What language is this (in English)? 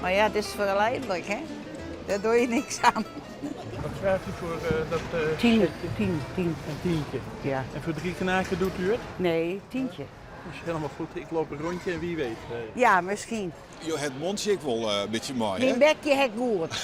Western Frisian